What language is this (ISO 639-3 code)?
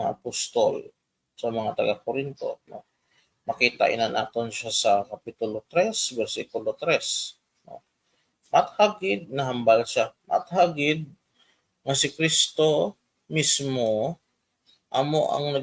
hil